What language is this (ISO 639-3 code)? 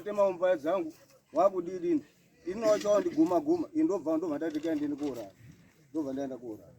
sna